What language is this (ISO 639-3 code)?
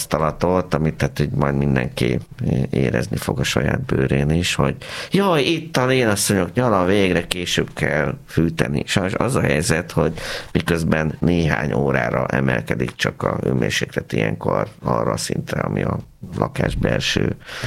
hun